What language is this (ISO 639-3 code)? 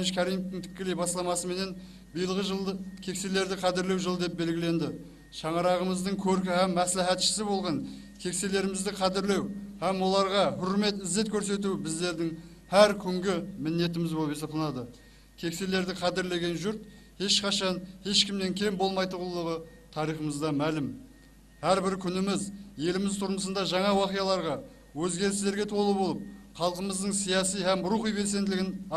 kaa